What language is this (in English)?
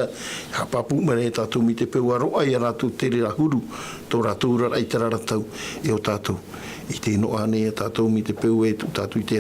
Tahitian